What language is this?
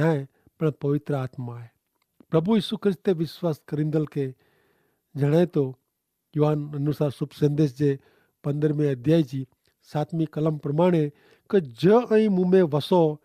Kachhi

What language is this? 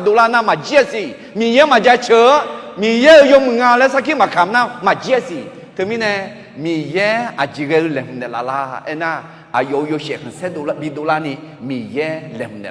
Akha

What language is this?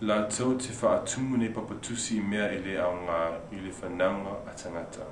Samoan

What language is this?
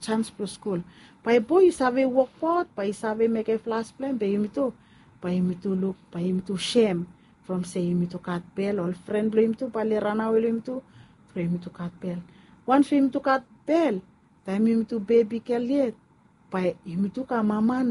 Bislama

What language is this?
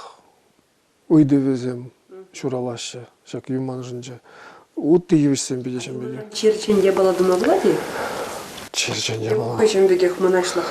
Chuvash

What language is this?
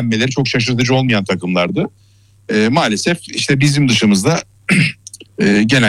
Turkish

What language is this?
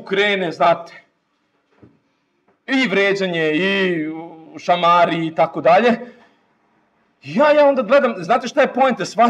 Serbian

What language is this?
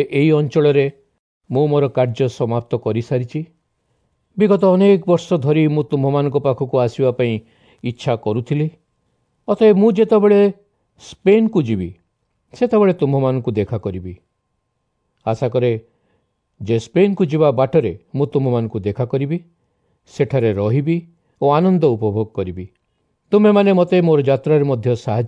Odia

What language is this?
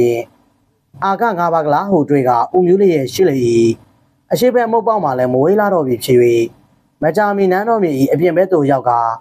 Burmese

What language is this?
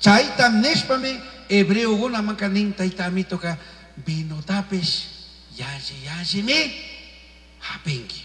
Chimborazo Highland Quichua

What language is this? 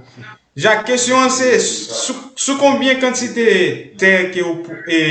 Haitian Creole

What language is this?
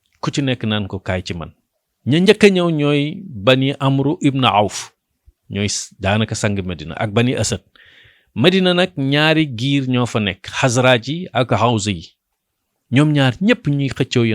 Wolof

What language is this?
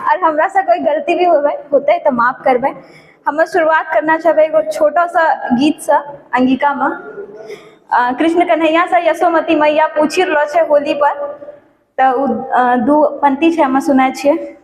Angika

